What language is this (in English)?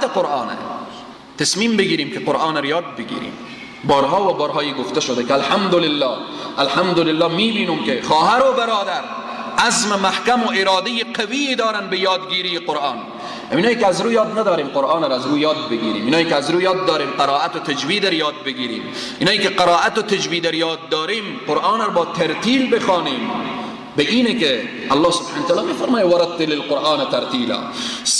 Persian